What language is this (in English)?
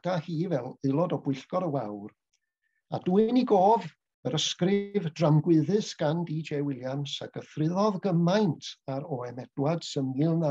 Welsh